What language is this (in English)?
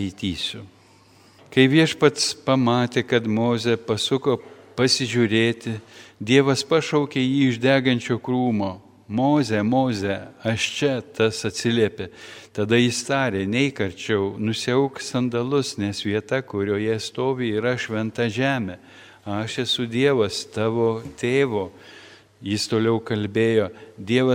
Lithuanian